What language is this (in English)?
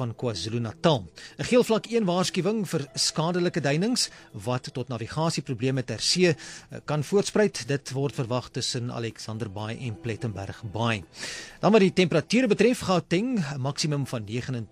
Afrikaans